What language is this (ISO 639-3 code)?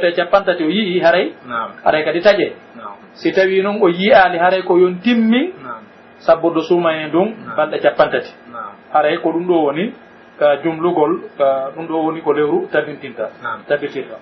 fuf